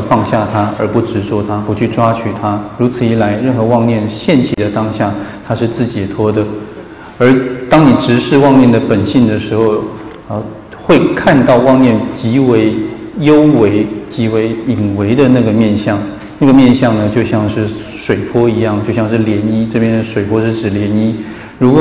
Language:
Chinese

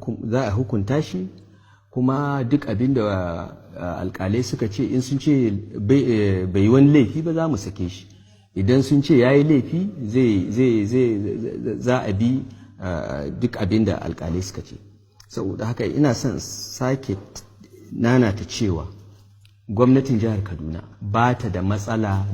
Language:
Hausa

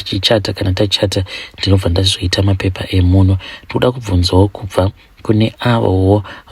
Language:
Shona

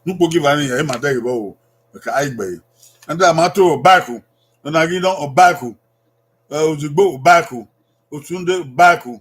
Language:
Bini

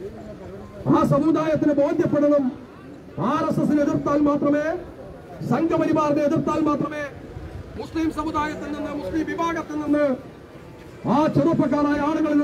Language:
Malayalam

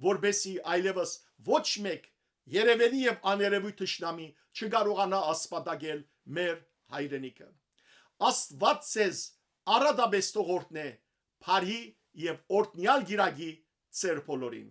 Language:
Western Armenian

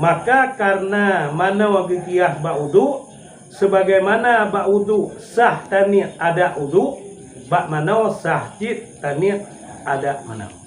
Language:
Achinese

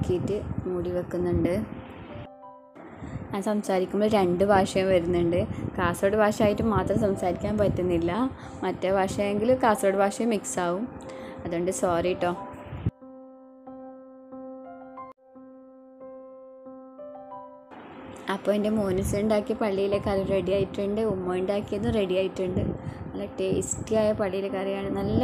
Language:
Malayalam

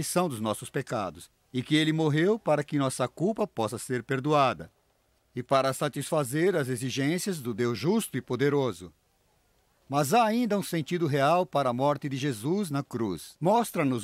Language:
Portuguese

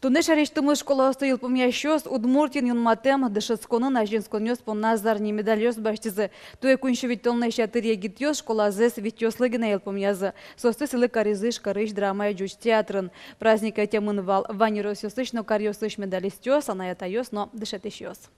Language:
Udmurt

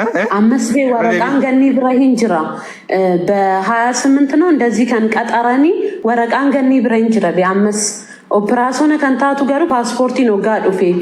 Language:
Oromo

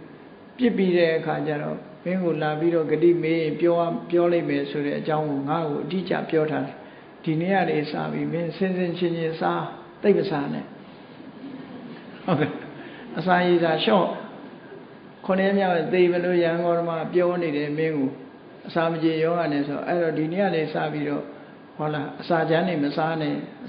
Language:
Burmese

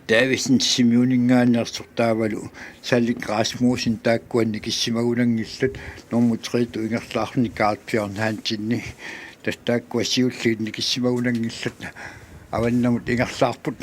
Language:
Kalaallisut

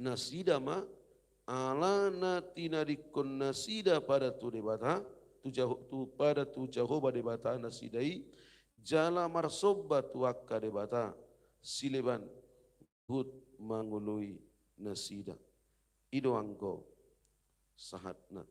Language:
Batak Toba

